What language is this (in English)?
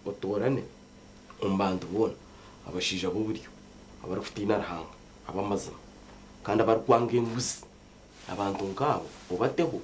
Nyankole